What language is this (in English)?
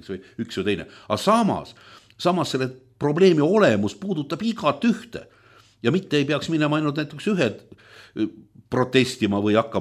Estonian